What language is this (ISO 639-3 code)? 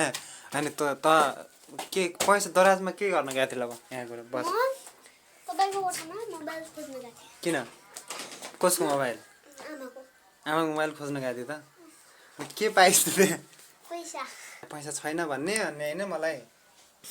nep